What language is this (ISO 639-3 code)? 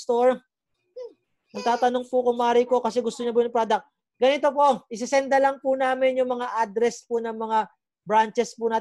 fil